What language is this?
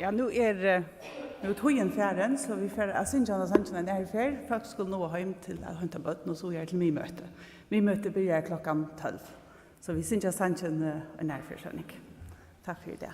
Faroese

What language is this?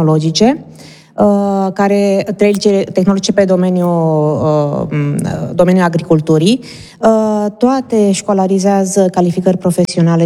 Romanian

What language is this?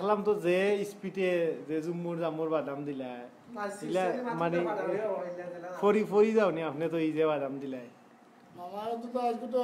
Sylheti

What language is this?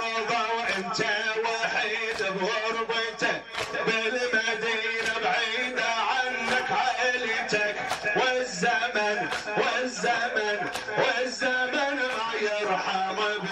Mesopotamian Arabic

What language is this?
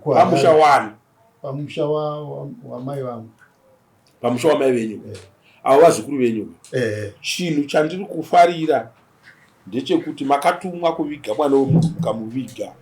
Shona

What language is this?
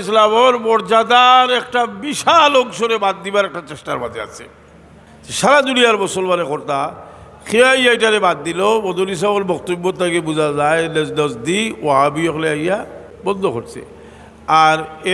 Sylheti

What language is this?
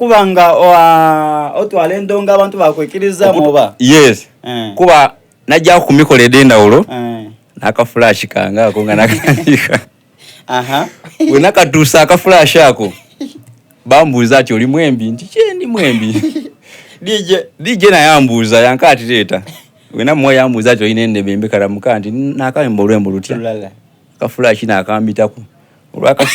Soga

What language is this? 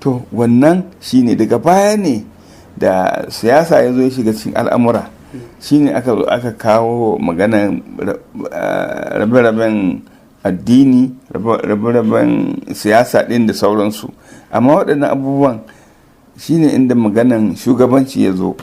Hausa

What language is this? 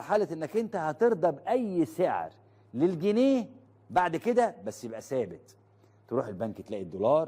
Egyptian Arabic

